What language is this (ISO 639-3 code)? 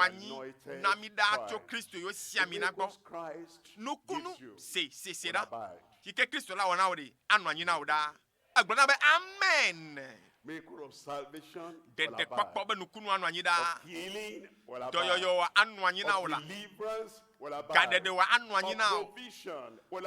ewe